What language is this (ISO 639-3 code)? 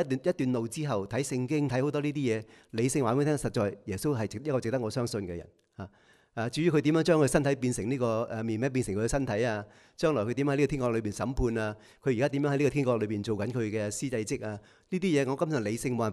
yue